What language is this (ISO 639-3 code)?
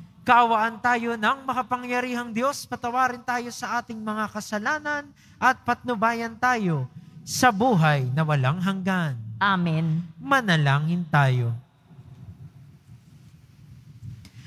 fil